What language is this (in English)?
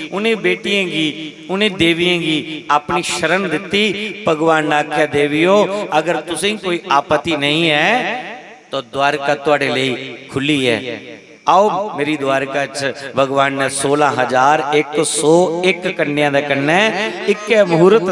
Dogri